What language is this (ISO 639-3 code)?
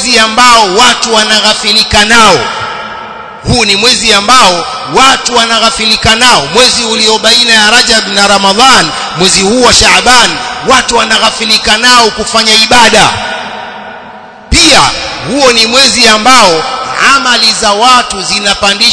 swa